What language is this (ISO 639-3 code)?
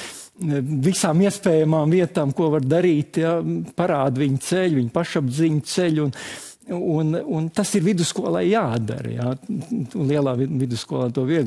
lav